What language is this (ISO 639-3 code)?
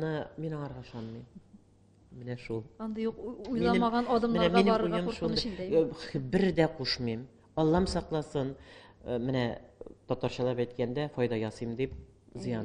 tat